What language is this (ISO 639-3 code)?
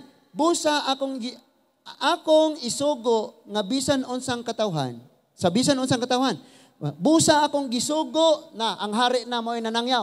ceb